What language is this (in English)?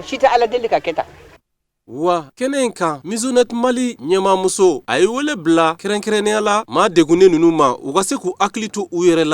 Bambara